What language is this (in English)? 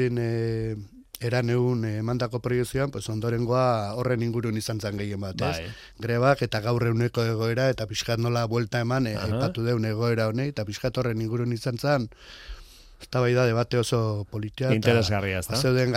Basque